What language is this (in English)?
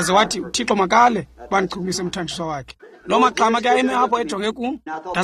Xhosa